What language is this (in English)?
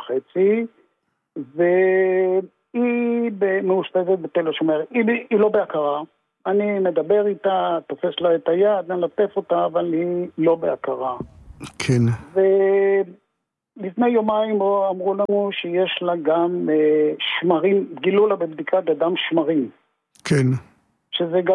Hebrew